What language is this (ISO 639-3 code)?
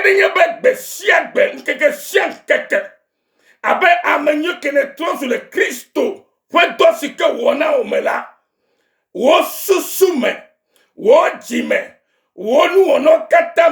ewe